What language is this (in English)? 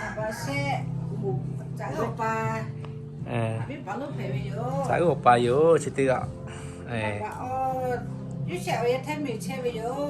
Lahu